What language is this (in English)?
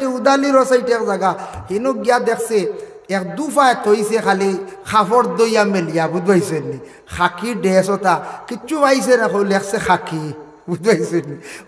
Sylheti